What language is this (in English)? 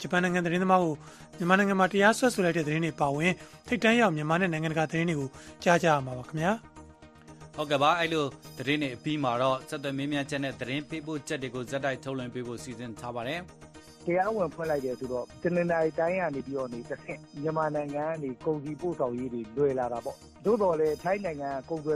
Burmese